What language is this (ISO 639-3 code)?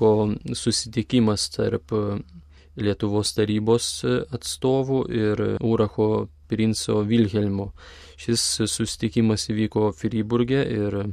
lit